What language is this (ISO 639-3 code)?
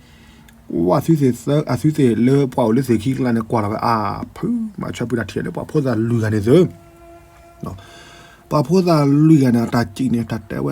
ksw